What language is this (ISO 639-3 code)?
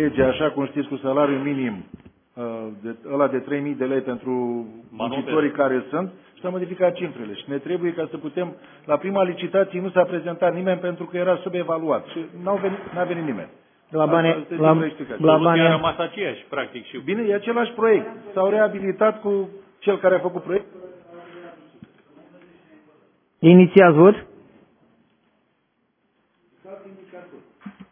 ron